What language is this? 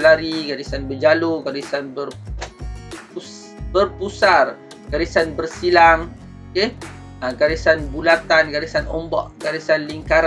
Malay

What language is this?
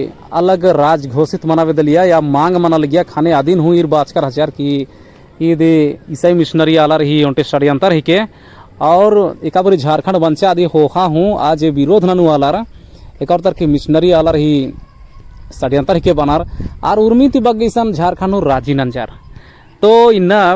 Kurukh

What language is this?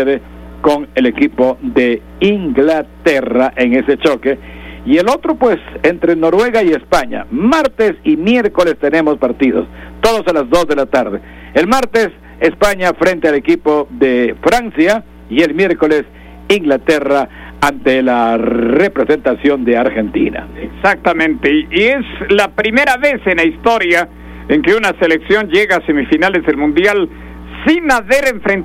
Spanish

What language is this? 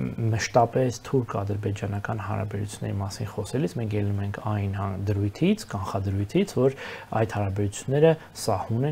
Armenian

